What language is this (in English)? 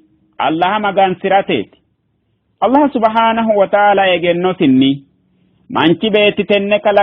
Sidamo